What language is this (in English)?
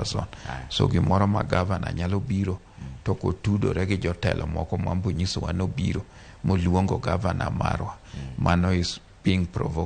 Luo (Kenya and Tanzania)